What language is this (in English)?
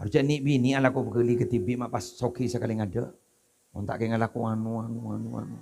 Madurese